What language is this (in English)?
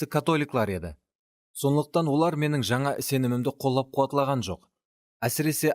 Kara-Kalpak